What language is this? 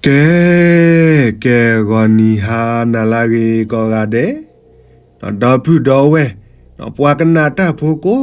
S'gaw Karen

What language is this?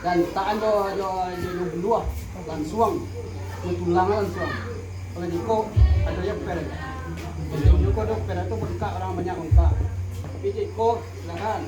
Minangkabau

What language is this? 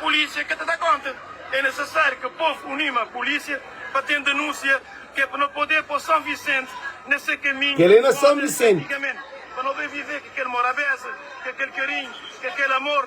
Kabuverdianu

